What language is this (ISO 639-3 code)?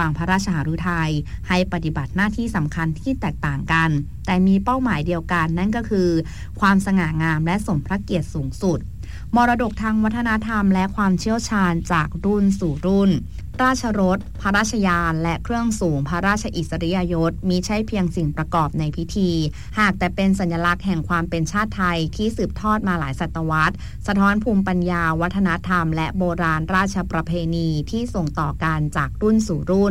tha